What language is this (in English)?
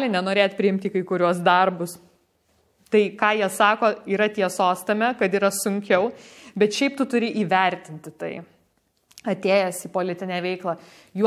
Lithuanian